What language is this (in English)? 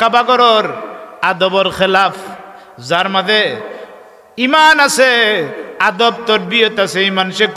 Sylheti